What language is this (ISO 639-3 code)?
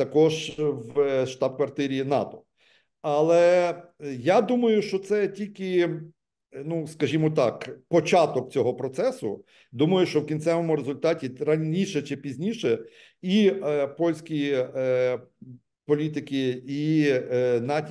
ukr